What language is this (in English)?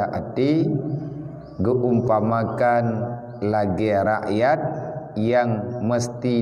Achinese